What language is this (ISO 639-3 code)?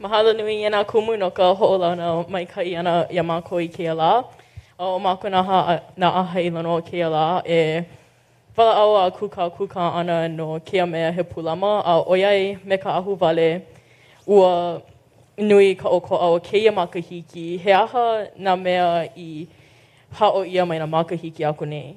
haw